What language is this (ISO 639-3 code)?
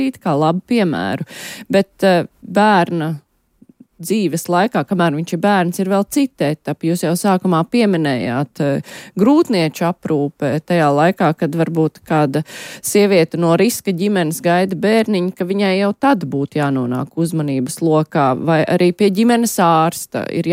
lav